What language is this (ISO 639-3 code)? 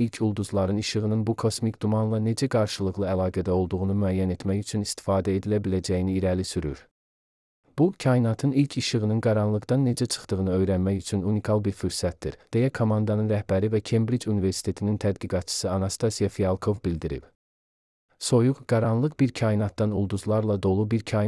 aze